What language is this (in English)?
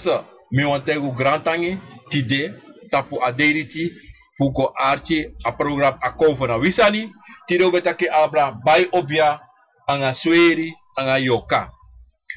Sranan Tongo